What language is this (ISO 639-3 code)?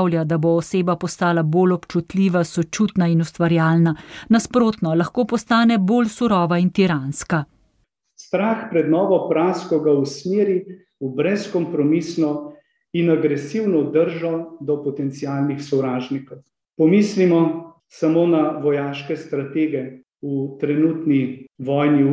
slv